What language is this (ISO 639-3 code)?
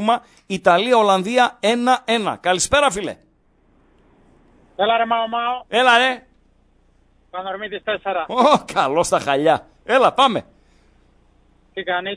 ell